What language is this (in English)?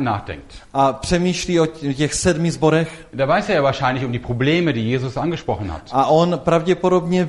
Czech